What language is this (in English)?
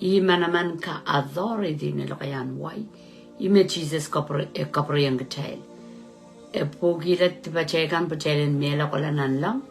Pohnpeian